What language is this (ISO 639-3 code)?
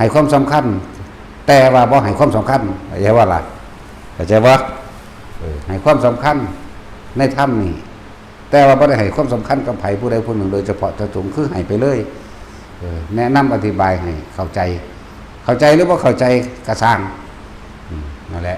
lao